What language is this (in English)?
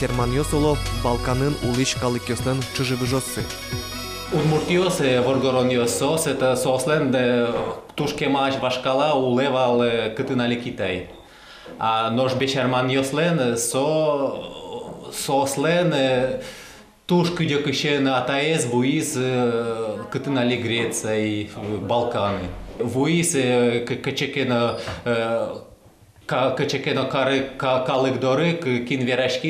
Udmurt